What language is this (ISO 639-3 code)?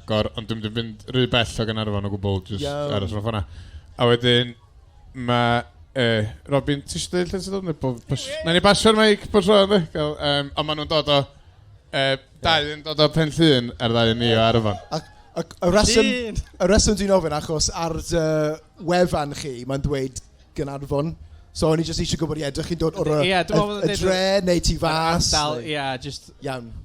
cym